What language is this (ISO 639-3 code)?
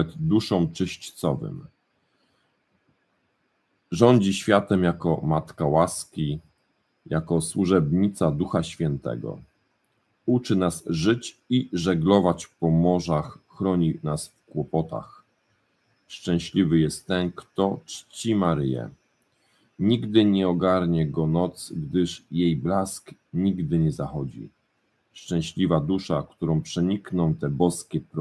pol